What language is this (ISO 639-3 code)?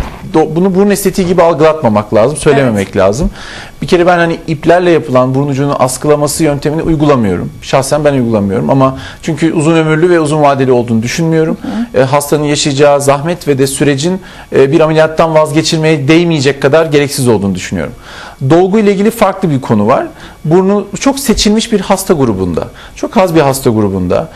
tur